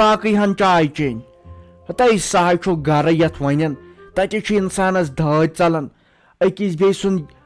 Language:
Kashmiri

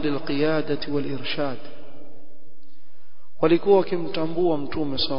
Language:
Swahili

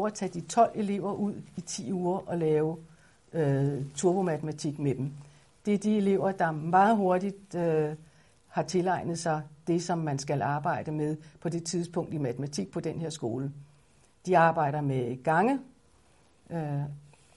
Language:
Danish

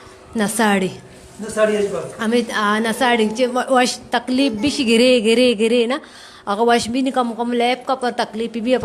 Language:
Baluchi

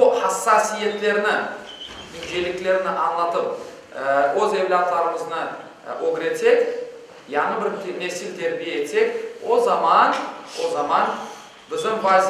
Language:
Crimean Tatar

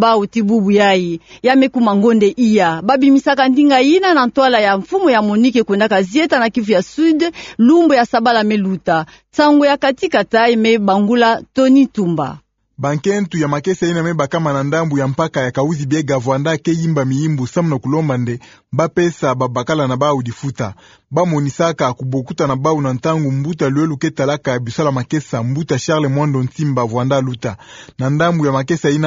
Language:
Kituba (Democratic Republic of Congo)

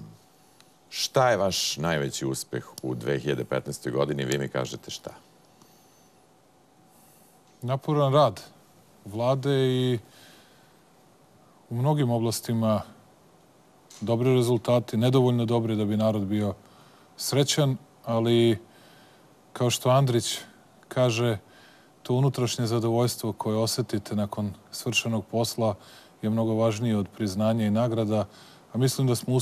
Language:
Serbian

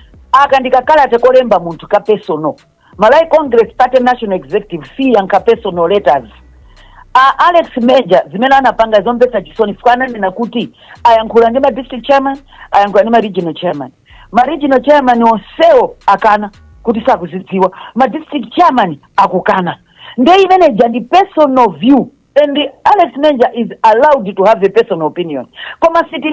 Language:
Nyanja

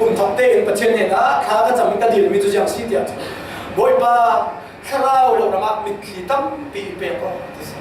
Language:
Falam Chin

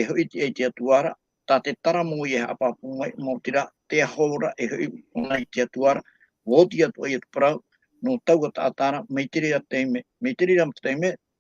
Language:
Tahitian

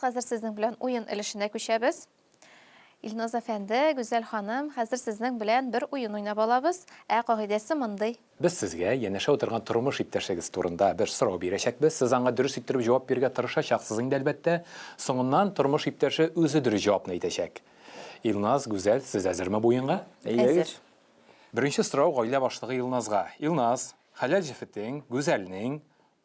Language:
Tatar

